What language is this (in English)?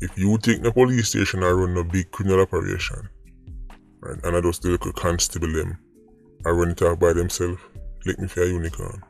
Jamaican Creole English